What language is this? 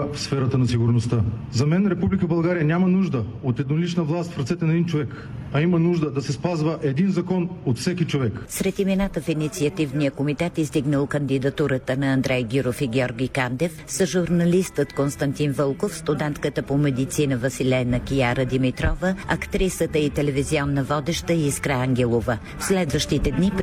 Bulgarian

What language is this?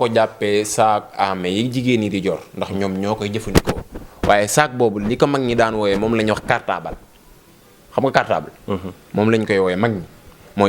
Wolof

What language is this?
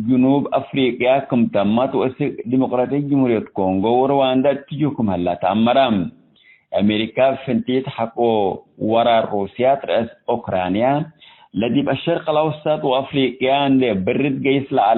Tigre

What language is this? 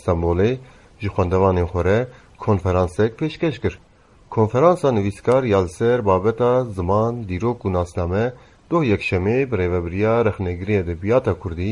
Kurdish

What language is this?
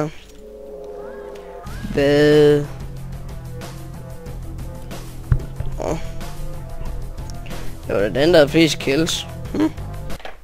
Danish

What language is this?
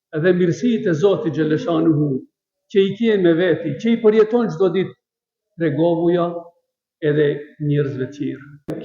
Albanian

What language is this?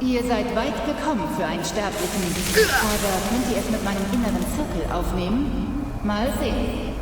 Bavarian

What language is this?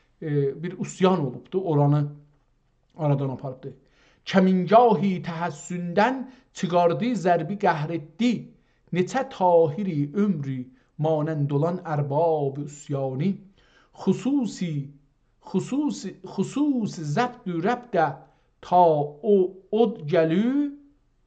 South Azerbaijani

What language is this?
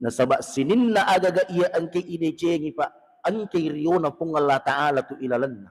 Buginese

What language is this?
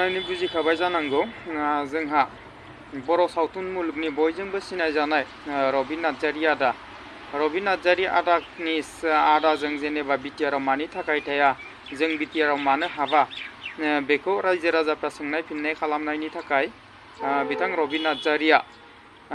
Bodo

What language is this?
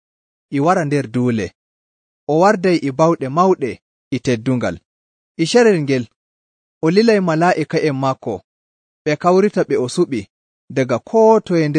Nigerian Fulfulde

